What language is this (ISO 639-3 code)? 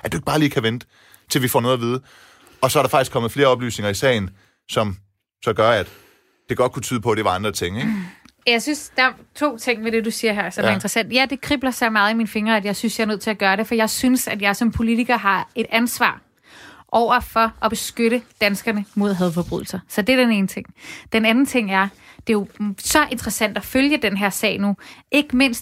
dan